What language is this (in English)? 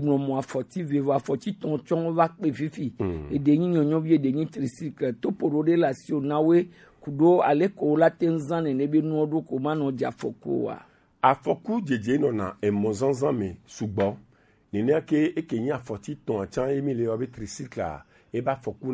Gen